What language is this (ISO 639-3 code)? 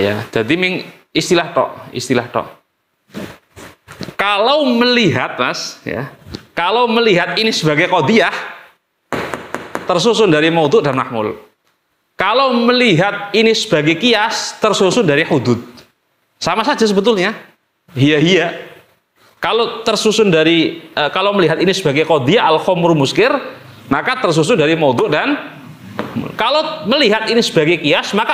ind